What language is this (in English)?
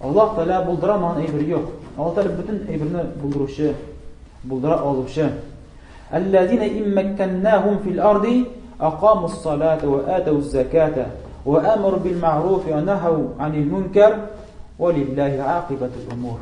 Tatar